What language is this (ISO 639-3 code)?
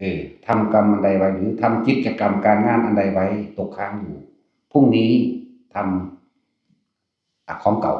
tts